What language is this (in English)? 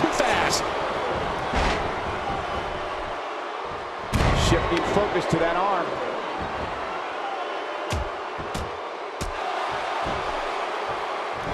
English